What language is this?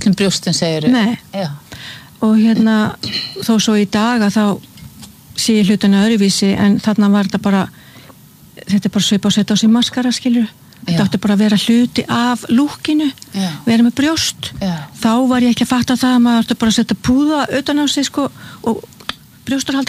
Icelandic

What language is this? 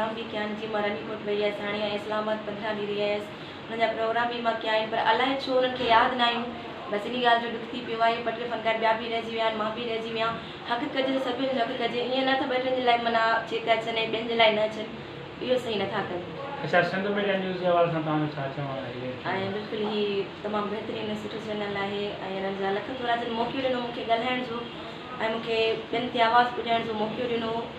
Sindhi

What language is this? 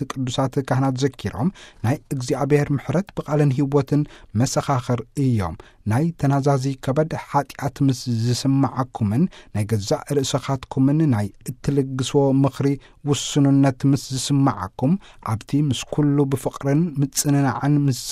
Tigrinya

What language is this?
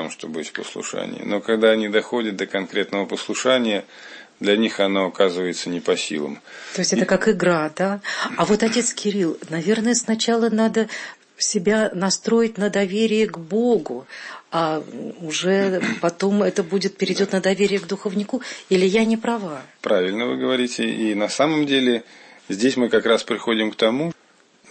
Russian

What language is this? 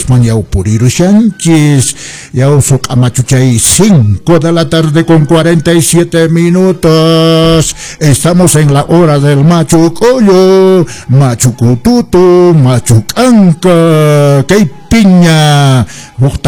Quechua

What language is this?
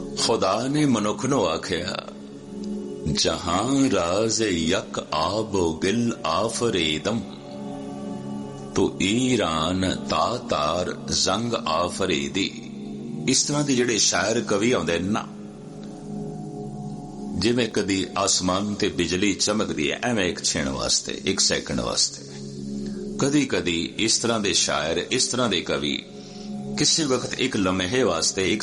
Punjabi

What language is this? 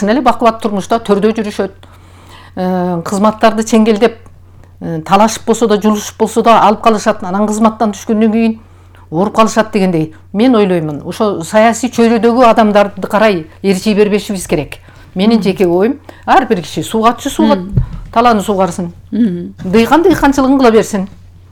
Kyrgyz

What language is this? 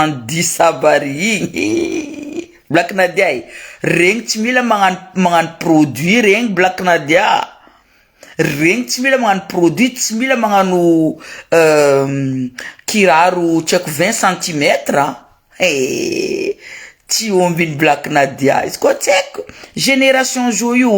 Malagasy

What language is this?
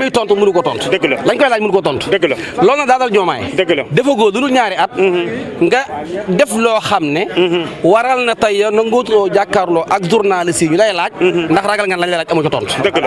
Wolof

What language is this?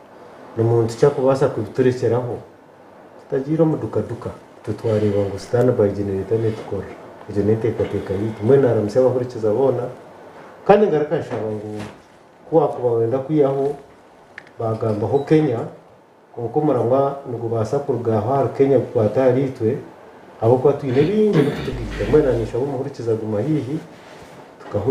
Nyankole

